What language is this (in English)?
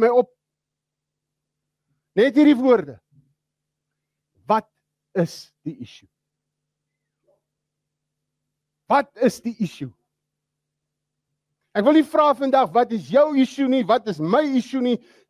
Afrikaans